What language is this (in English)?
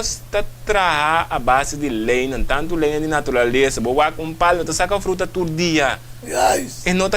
Papiamento